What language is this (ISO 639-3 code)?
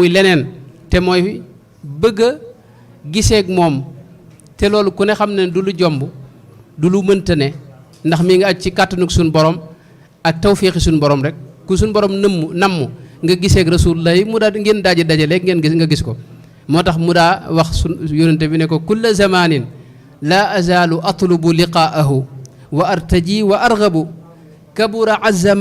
wol